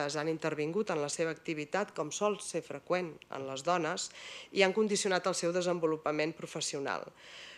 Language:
Catalan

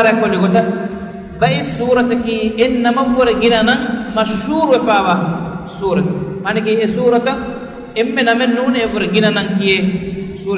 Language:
Divehi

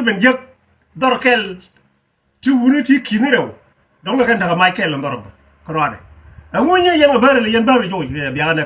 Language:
Nuer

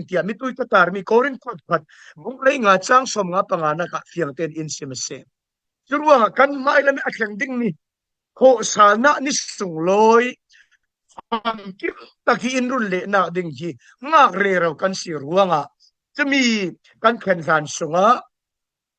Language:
Falam Chin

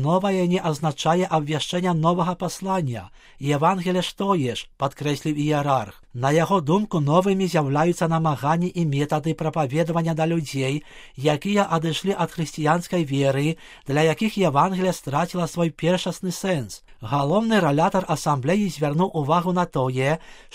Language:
Belarusian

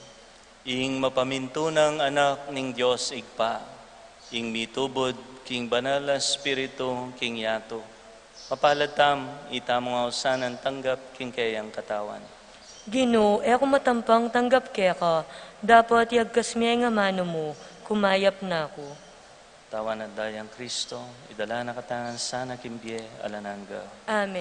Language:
Pampanga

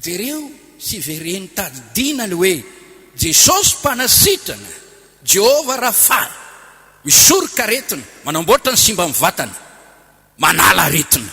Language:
Malagasy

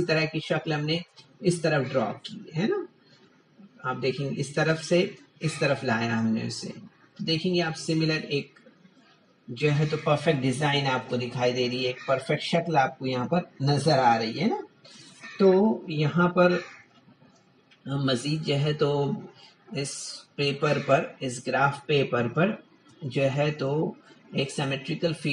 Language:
Urdu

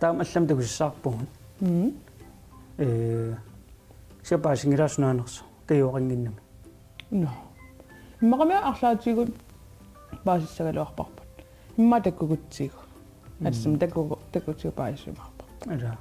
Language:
Kalaallisut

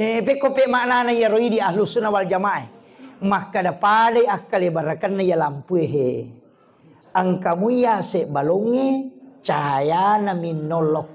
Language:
Buginese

